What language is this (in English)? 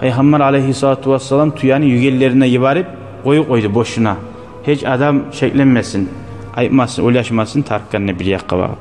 Kumyk